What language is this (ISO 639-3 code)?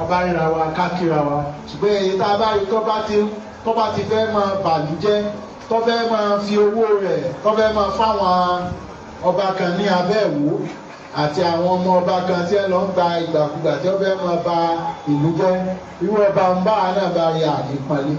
yor